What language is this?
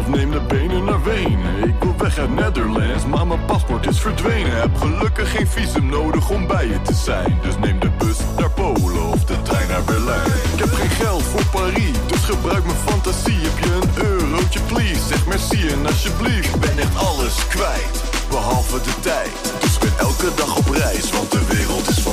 Dutch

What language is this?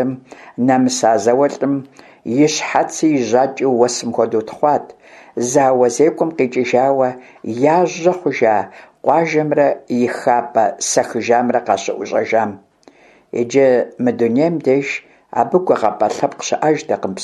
Kabardian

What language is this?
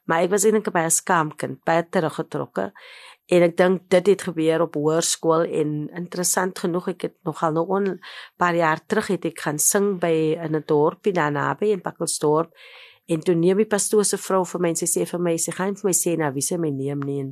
Afrikaans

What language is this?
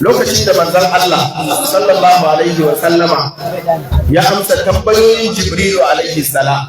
Hausa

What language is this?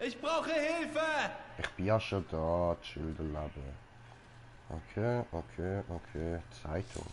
Swiss German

